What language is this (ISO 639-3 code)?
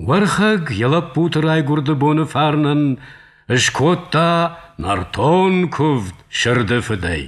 oss